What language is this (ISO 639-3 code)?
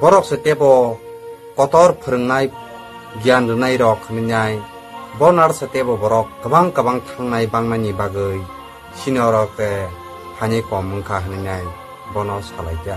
trp